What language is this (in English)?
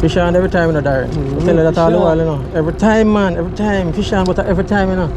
Jamaican Creole English